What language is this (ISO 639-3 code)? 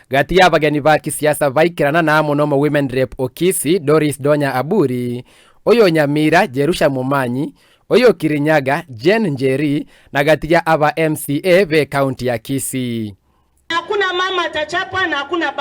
guz